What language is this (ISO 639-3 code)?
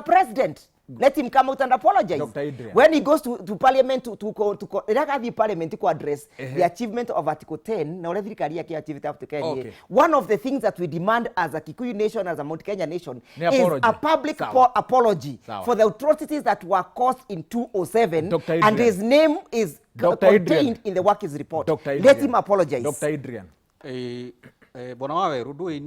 kik